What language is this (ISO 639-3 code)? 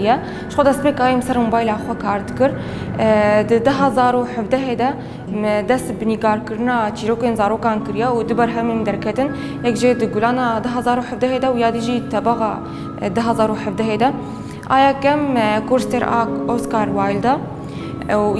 kur